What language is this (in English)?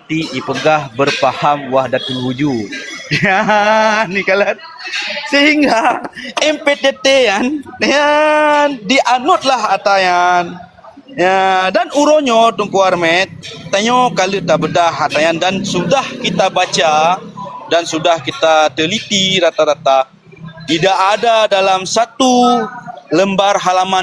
Achinese